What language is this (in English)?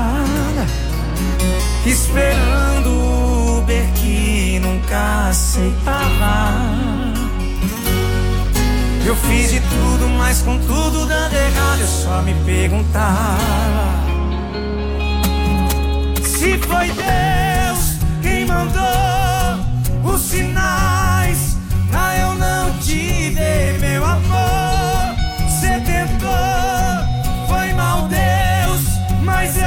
Portuguese